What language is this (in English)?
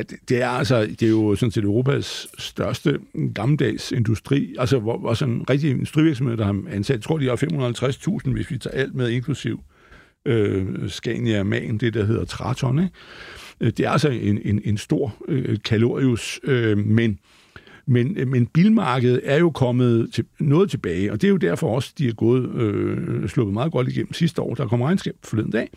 Danish